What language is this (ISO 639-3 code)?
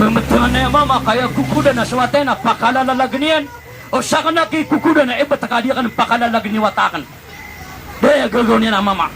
mrw